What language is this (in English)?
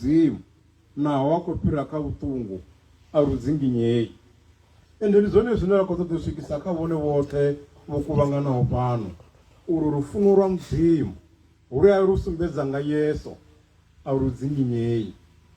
Venda